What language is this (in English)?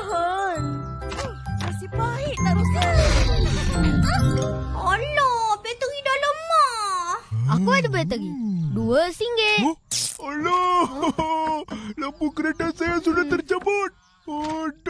Malay